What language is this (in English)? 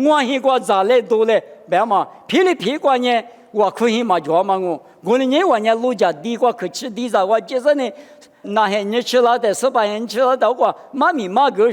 Lisu